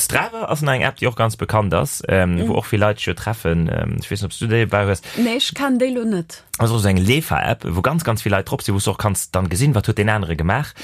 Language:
Luxembourgish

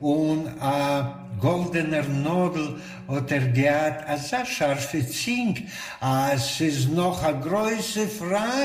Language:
Yiddish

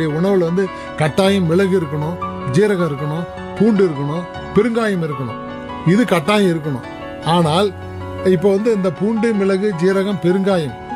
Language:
Tamil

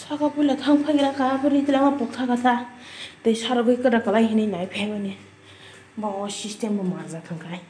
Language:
Kok Borok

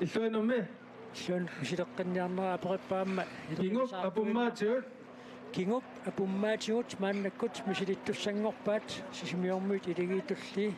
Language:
Kalaallisut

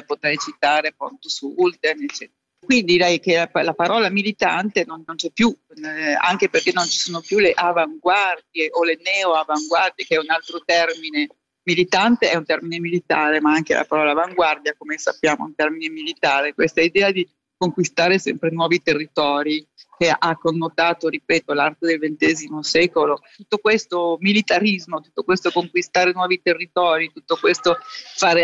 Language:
Italian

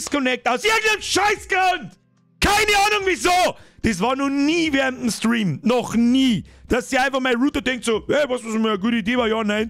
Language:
Bavarian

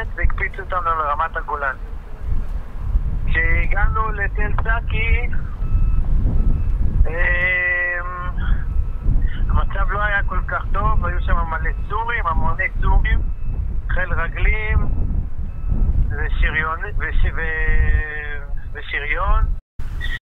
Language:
Hebrew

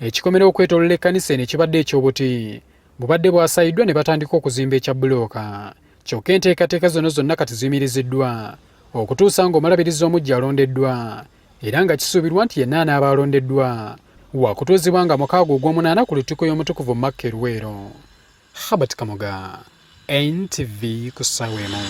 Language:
Ganda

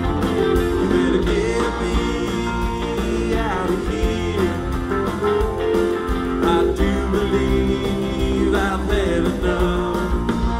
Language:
English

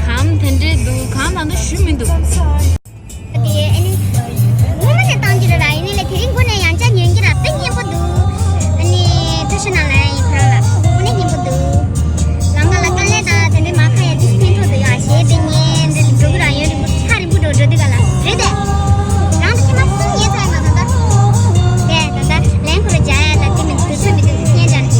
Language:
Tibetan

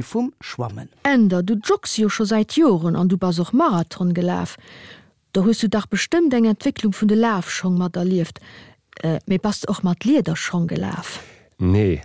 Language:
Luxembourgish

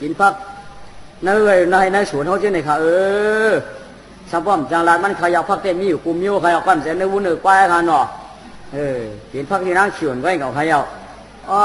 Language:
Shan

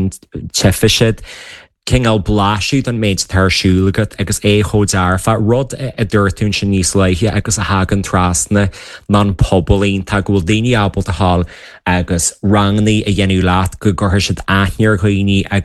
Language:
Irish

